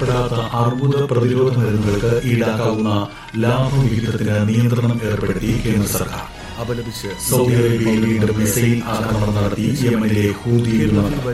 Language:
Malayalam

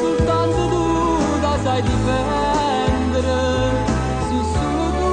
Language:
Neapolitan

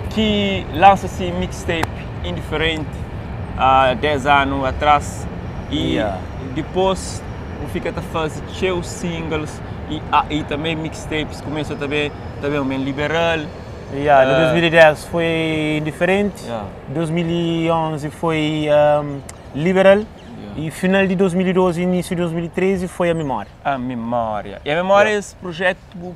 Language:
Kabuverdianu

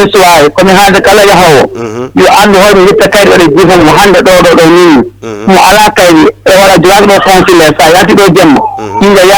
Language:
Fula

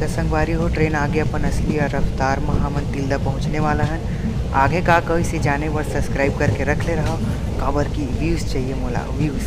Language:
Chhattisgarhi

